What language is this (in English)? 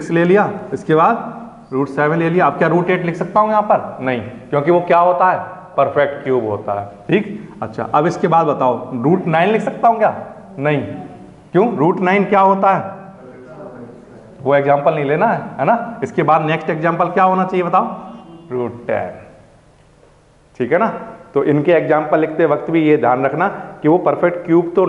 Hindi